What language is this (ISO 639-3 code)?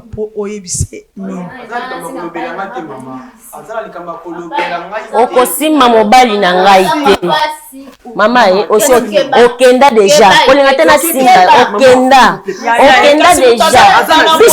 lin